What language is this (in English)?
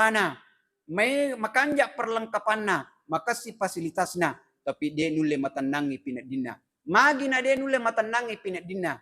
Buginese